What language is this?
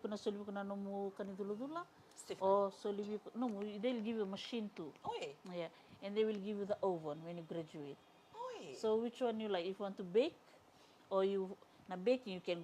Fijian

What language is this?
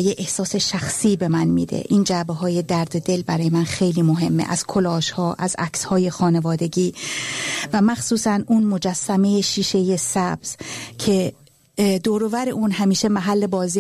Persian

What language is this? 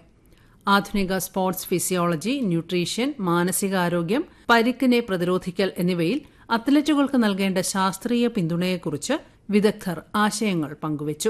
Malayalam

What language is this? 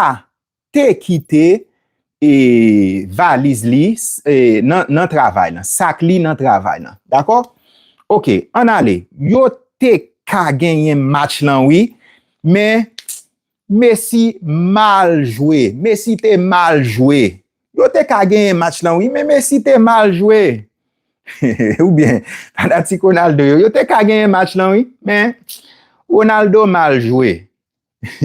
Haitian Creole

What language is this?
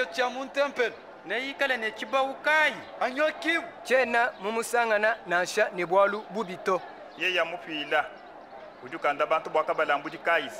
Luba-Lulua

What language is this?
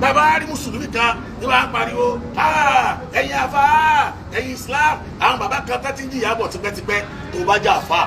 Yoruba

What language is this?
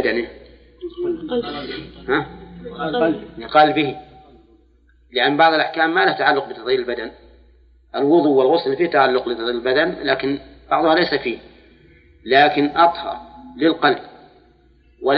Arabic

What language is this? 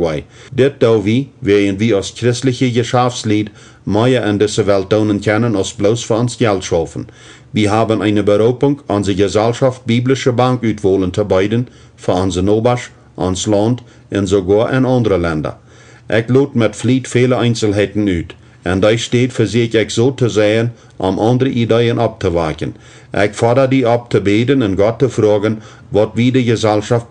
Plautdietsch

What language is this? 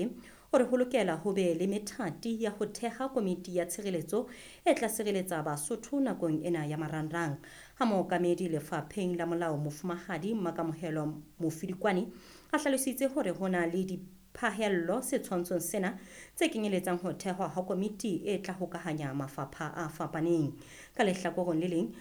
Southern Sotho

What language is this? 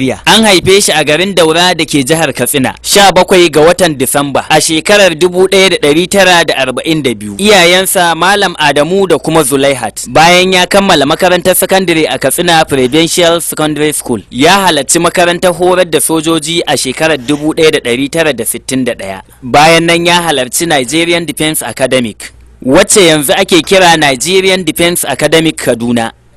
Hausa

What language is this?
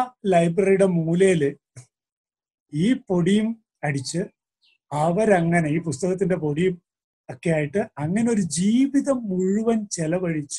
Malayalam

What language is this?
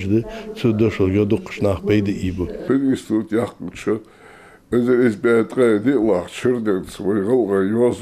Ingush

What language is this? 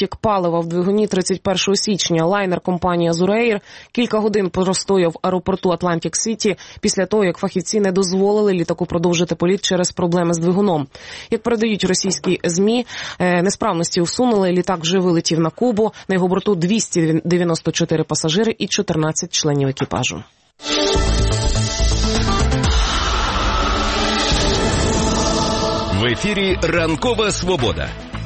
Ukrainian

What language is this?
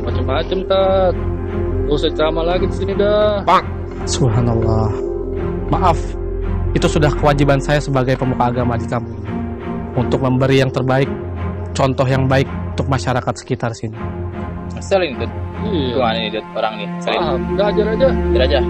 Betawi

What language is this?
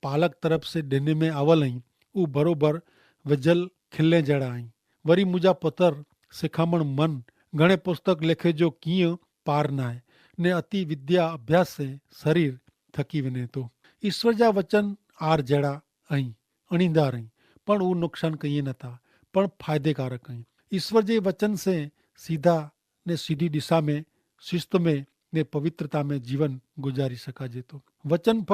Kachhi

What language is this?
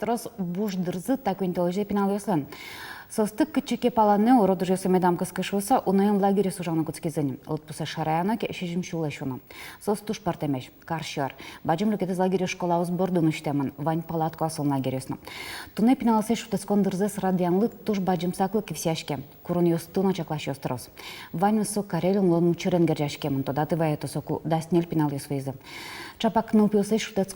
Udmurt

